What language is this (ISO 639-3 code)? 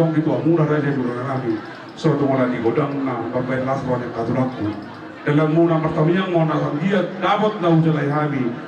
bbc